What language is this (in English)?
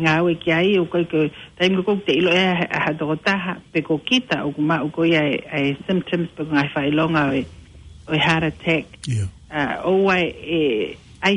Tongan